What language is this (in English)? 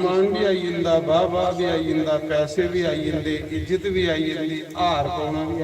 Dogri